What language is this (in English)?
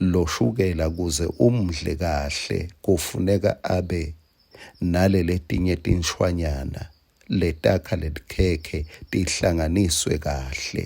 Swati